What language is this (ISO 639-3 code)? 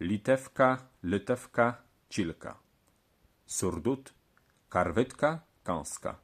csb